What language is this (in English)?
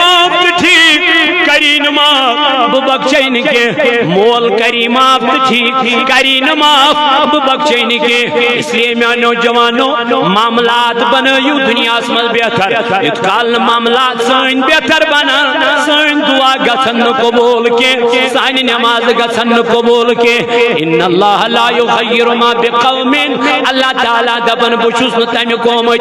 Kashmiri